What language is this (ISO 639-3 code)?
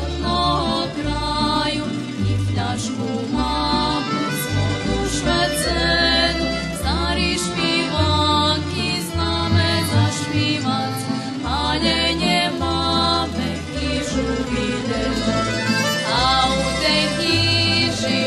rue